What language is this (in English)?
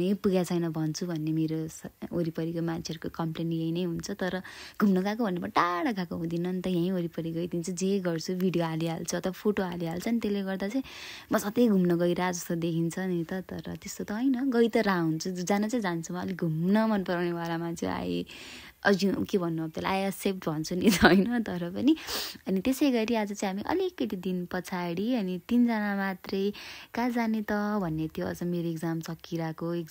Nepali